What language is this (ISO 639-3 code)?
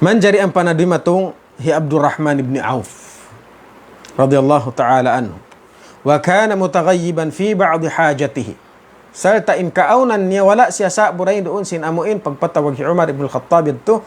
tsg